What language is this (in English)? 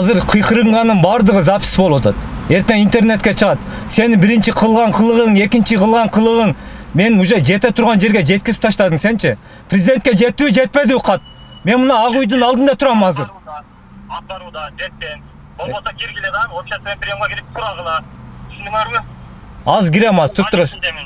Kyrgyz